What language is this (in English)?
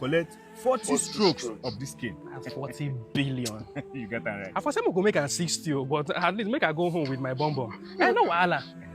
Nigerian Pidgin